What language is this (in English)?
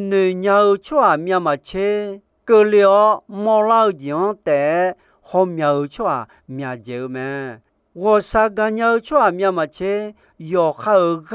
Akha